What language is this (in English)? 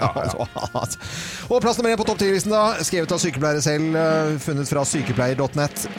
Norwegian